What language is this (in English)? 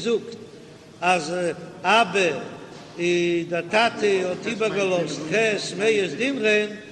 Yiddish